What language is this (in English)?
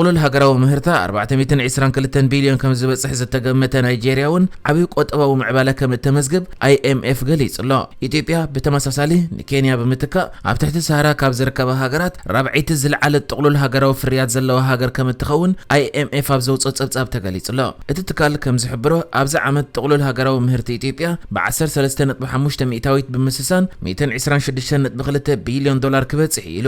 Tigrinya